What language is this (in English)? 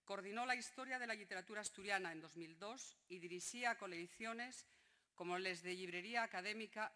Asturian